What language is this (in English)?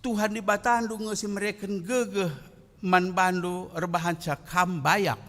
Batak Karo